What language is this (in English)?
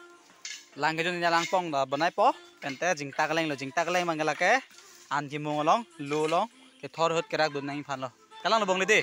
Karbi